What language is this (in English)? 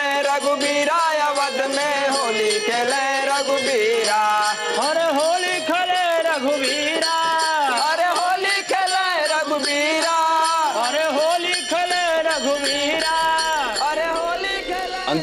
Hindi